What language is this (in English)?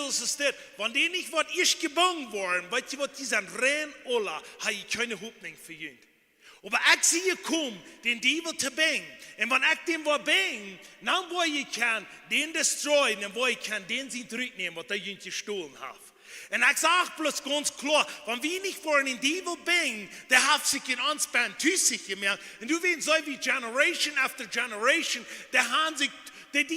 Plautdietsch